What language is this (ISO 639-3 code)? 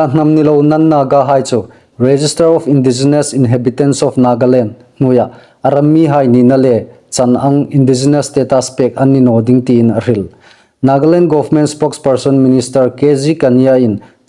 hmr